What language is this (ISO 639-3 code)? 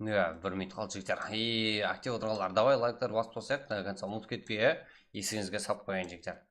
kaa